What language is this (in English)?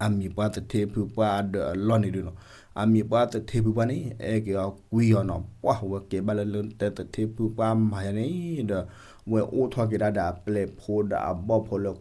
S'gaw Karen